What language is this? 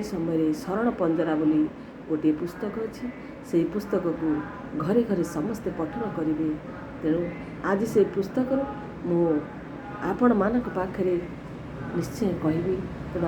Odia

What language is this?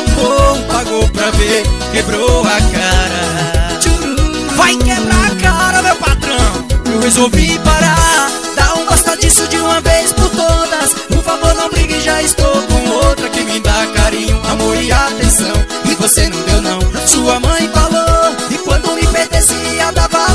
Portuguese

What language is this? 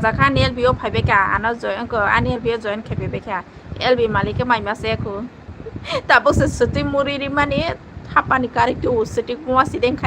Kok Borok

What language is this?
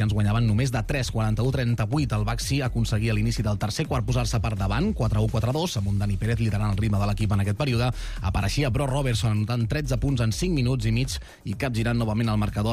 Catalan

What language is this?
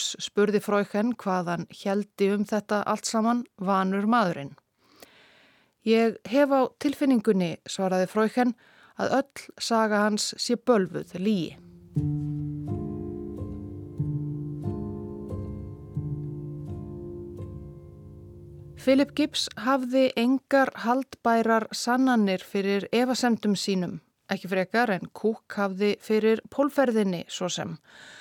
Icelandic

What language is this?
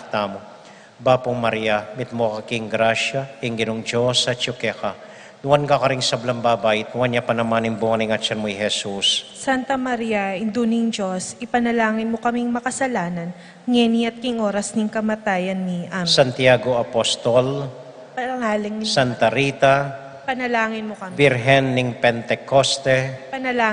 Pampanga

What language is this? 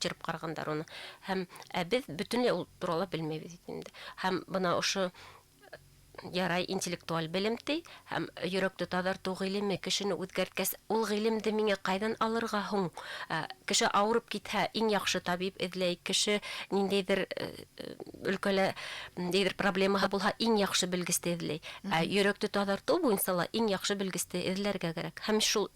Bashkir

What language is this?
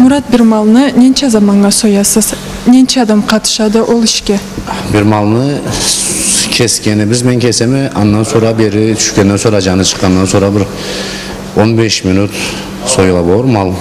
Karachay-Balkar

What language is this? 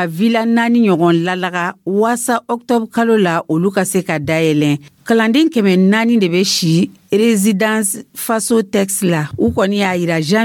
Dyula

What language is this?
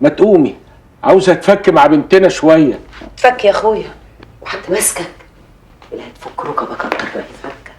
Egyptian Arabic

